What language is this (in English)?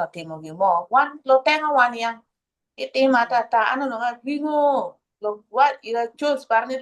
Acoli